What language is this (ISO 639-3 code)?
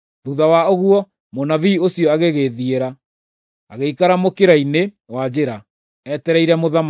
kik